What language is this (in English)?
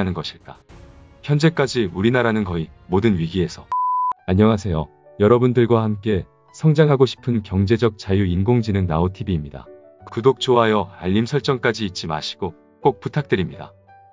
Korean